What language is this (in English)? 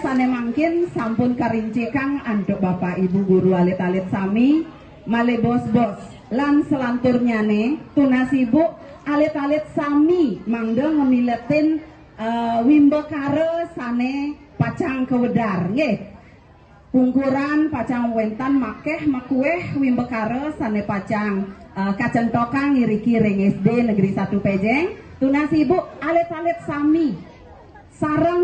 Balinese